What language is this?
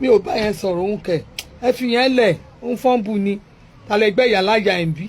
Yoruba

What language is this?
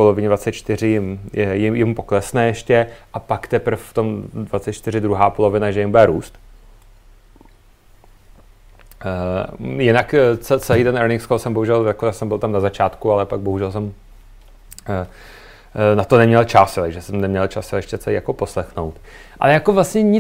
Czech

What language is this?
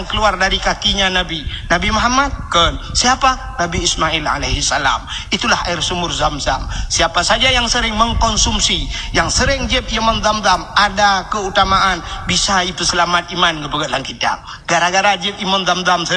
Achinese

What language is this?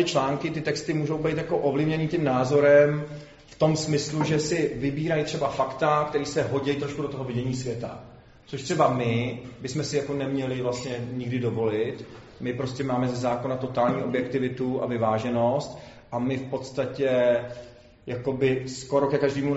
Czech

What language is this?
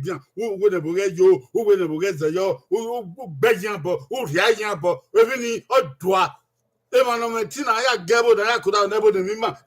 Bini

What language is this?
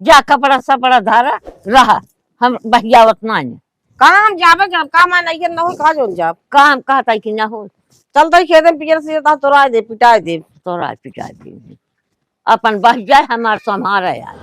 Awadhi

